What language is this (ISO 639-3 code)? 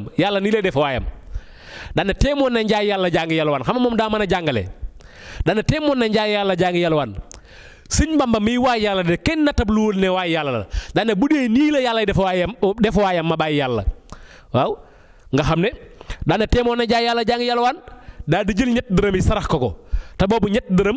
wol